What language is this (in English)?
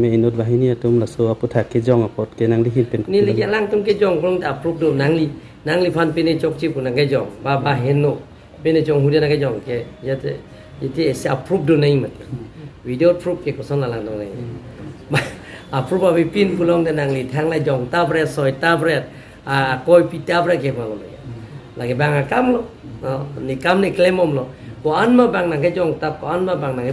Karbi